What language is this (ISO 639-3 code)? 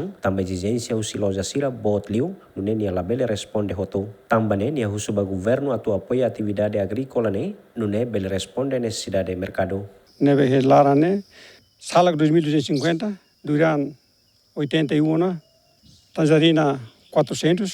tet